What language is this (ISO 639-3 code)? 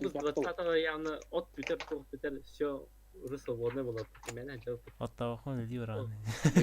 sah